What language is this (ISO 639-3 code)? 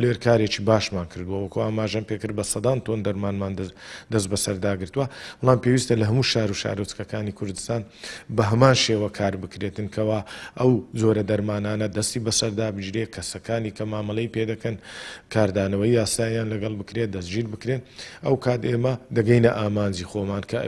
ckb